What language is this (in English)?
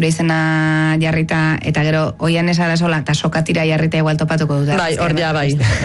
Basque